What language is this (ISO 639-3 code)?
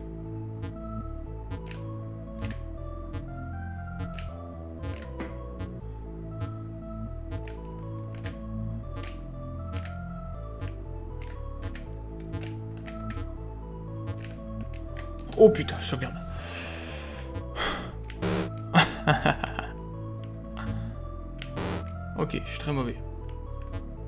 fra